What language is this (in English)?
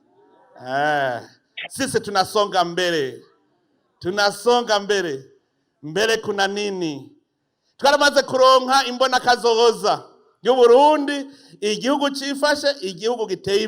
Rundi